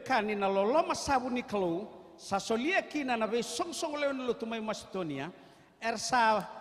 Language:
Fijian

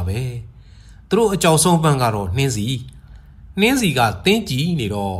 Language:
Burmese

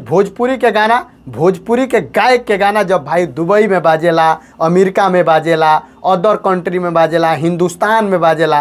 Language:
Bhojpuri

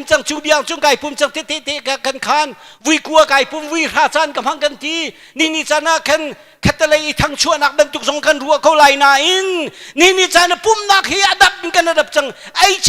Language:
Hakha Chin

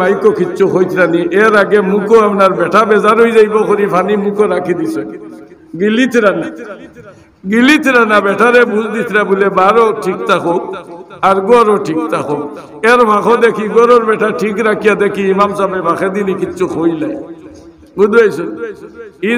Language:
Sylheti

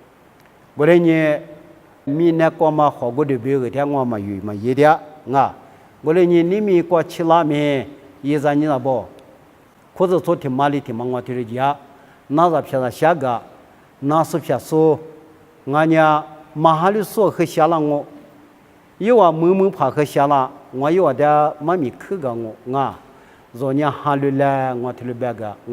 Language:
Lisu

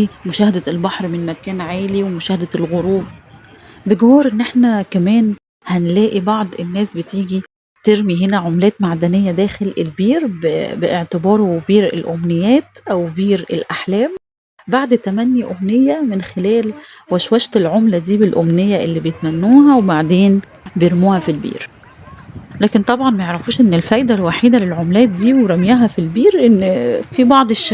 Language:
Egyptian Arabic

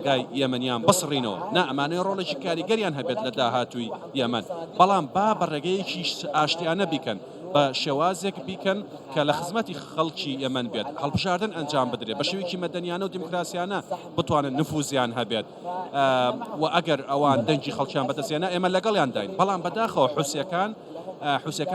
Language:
Central Kurdish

